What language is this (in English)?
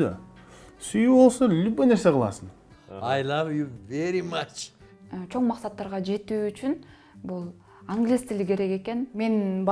Kyrgyz